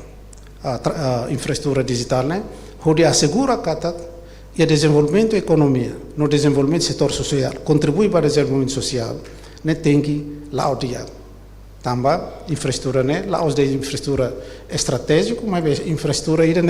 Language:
Tetum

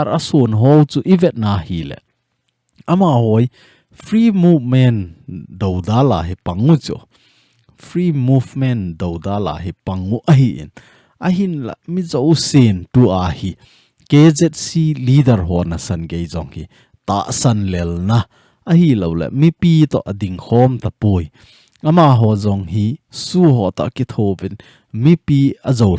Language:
Thado Chin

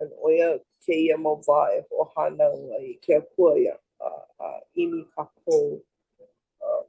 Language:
Hawaiian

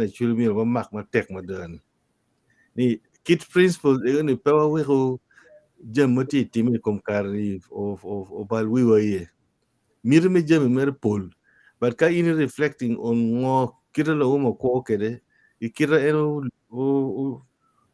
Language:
Acoli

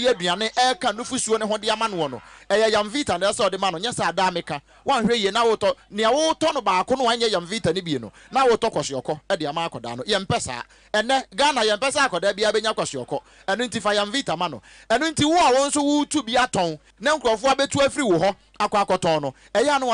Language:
Akan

